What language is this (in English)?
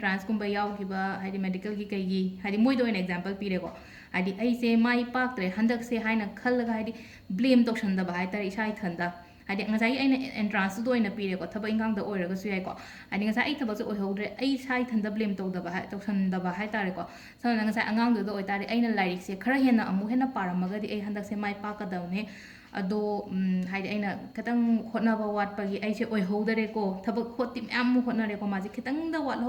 Manipuri